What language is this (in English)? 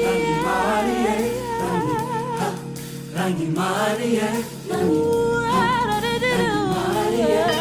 Māori